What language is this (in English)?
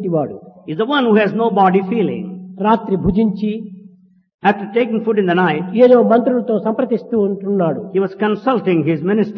Telugu